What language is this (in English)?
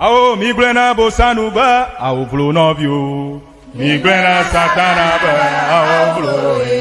Ewe